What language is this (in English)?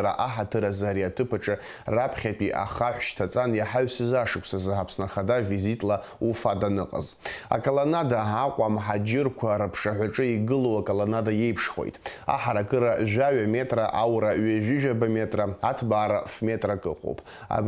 Abkhazian